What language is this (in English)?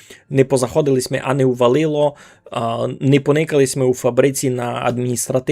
Rusyn